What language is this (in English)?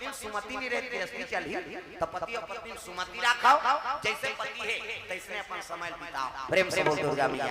Chhattisgarhi